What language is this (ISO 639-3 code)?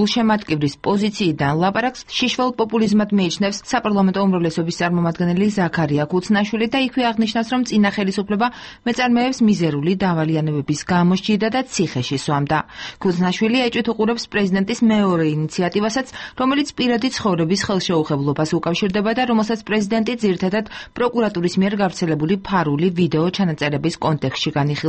kat